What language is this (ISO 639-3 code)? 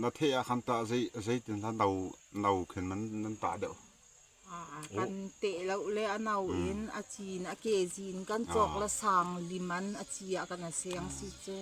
cfm